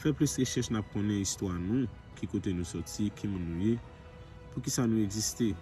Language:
Haitian Creole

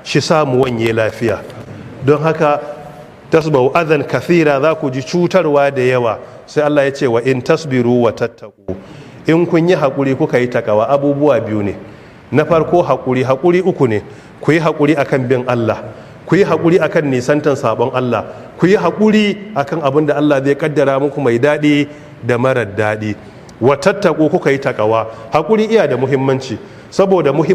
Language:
Hausa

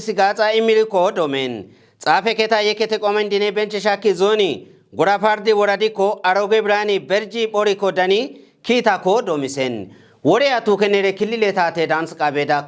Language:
Kafa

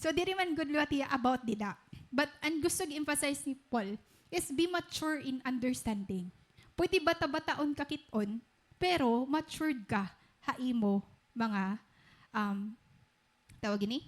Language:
Waray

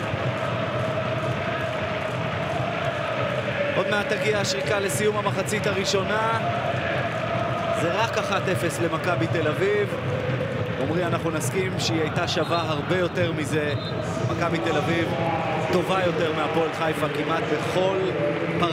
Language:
Hebrew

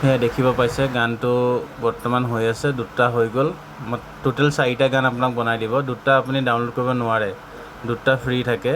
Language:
Assamese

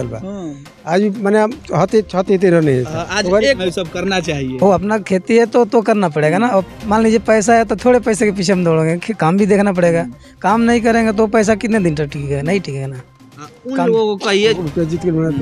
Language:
Bhojpuri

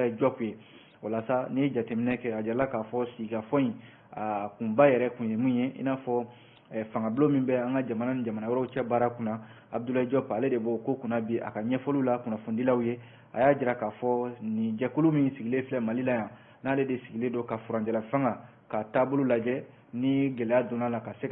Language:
Bambara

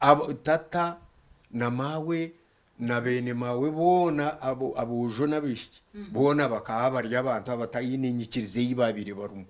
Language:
Nyankole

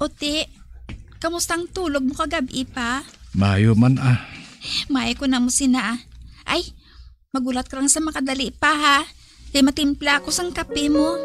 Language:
Hiligaynon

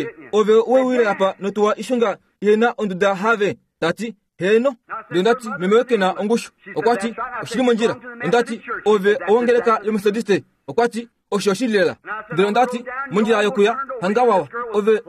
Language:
Kuanyama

